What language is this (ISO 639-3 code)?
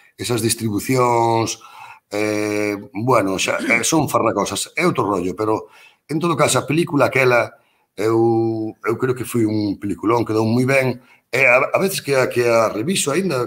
glg